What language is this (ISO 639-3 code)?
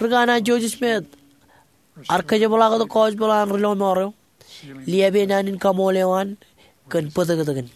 mah